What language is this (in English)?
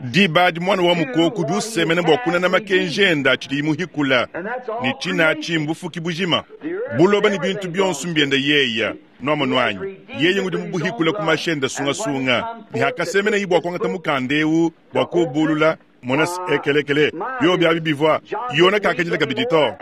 Luba-Lulua